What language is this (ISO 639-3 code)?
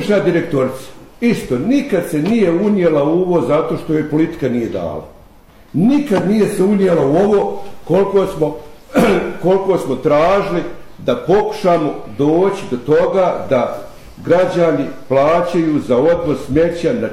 bos